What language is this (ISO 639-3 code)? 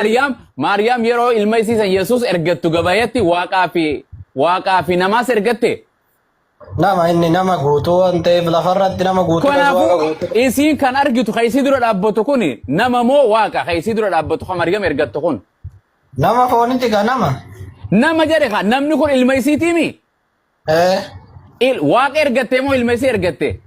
orm